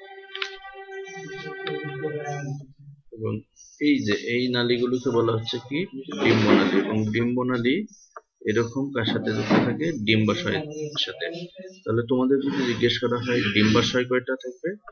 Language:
Bangla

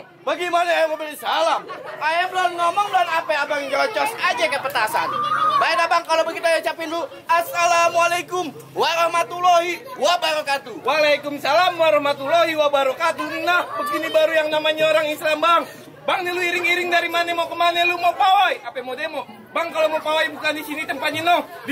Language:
Betawi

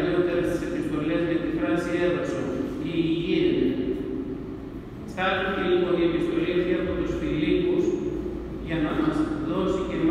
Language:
Greek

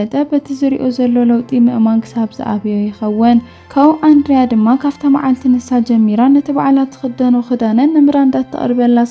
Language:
Tigrinya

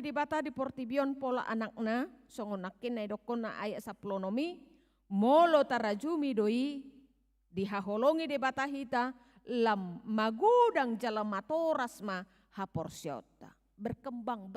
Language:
Batak Toba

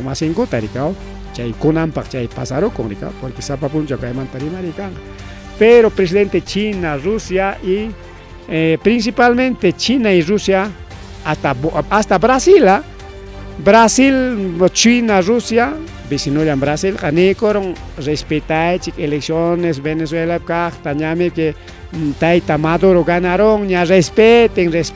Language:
Ayacucho Quechua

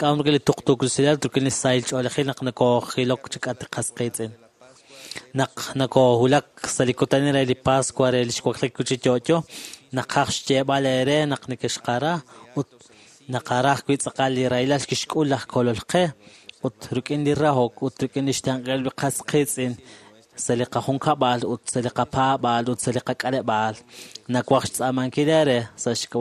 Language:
Kekchí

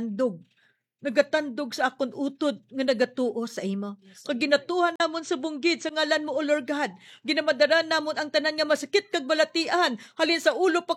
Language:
Hiligaynon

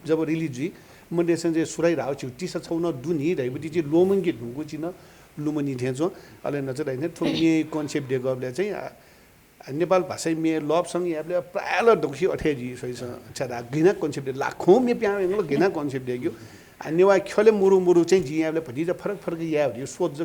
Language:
Newari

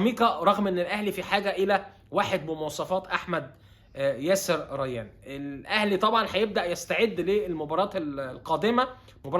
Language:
Egyptian Arabic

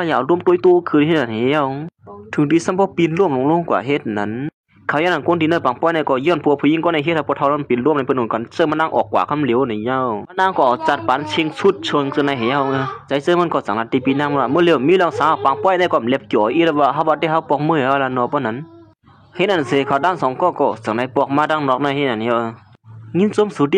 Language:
Shan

